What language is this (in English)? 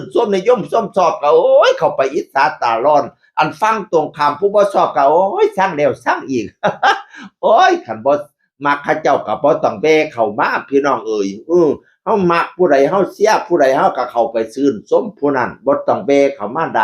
Northeastern Thai